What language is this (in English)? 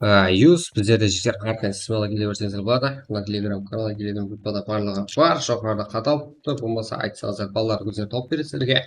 Kara-Kalpak